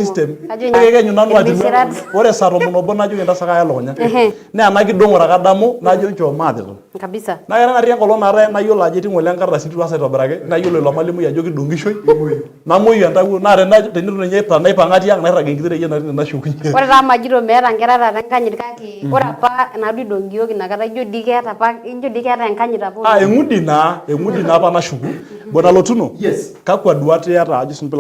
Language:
Masai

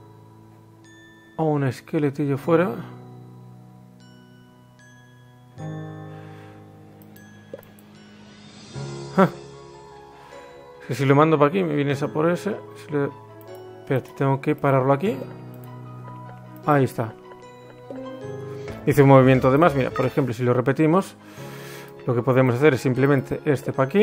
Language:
Spanish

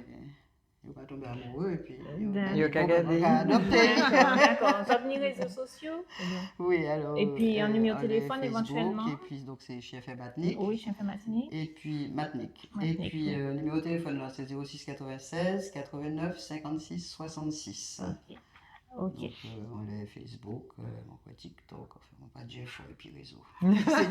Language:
Guadeloupean Creole French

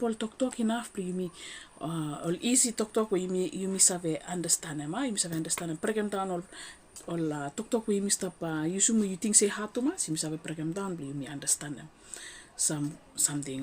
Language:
Bislama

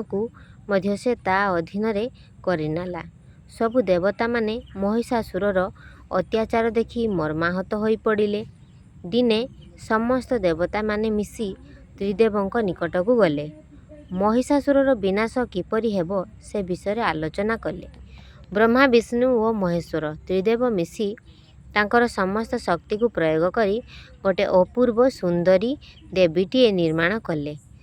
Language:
Odia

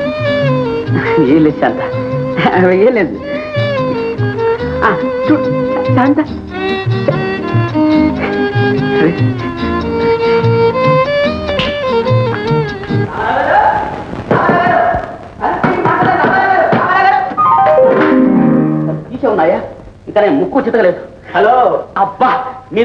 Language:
Telugu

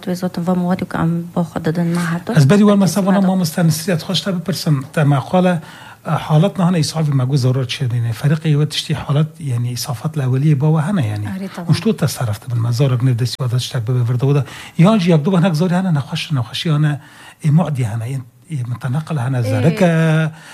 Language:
Persian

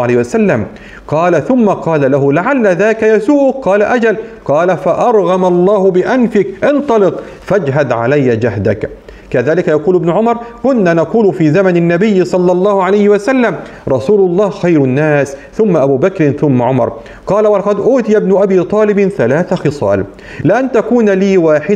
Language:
Arabic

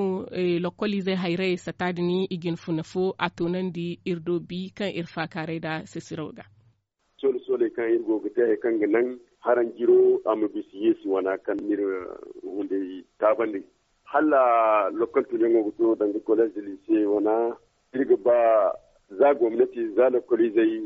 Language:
Zarma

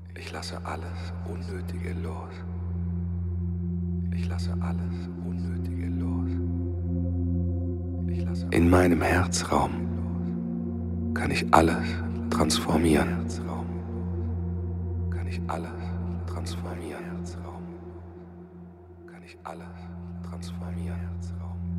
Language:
German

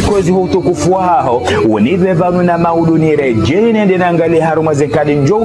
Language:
Ngazidja Comorian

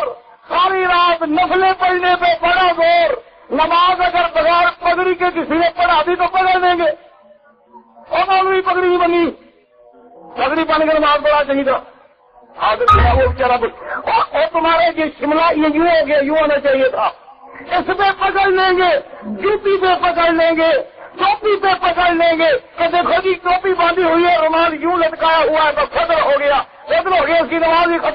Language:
Urdu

